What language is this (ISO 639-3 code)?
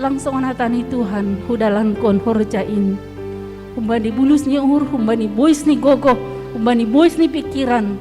bts